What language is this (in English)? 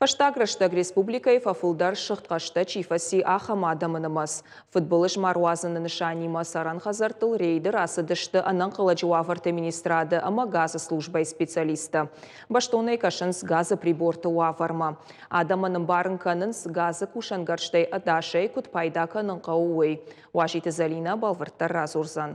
Ossetic